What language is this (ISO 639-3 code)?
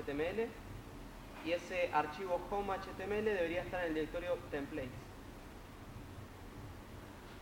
spa